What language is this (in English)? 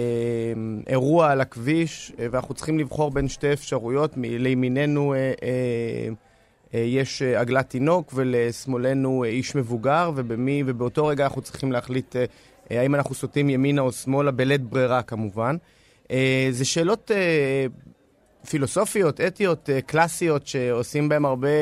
Hebrew